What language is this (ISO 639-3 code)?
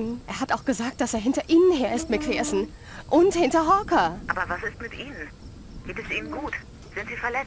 bar